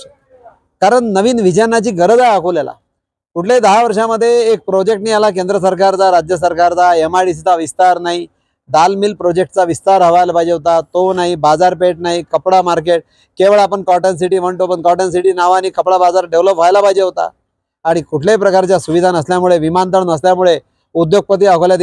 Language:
Marathi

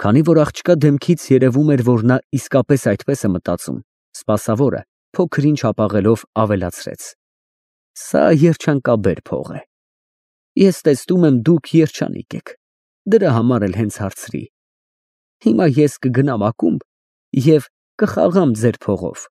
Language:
Armenian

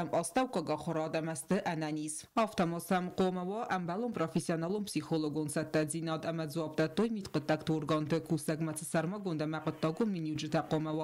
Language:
Ossetic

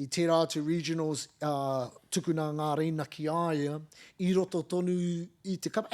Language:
Māori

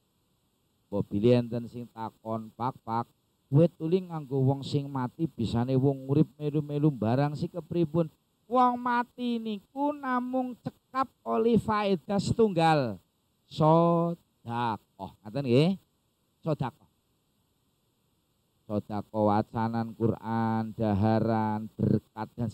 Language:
Javanese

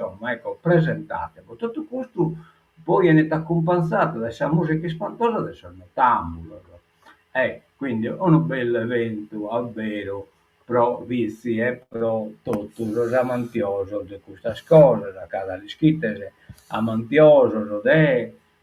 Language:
Sardinian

